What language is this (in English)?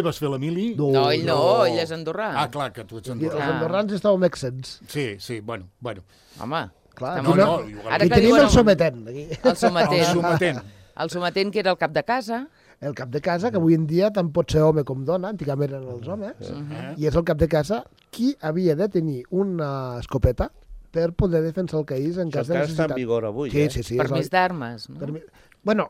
Catalan